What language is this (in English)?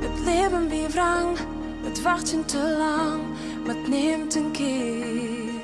Western Frisian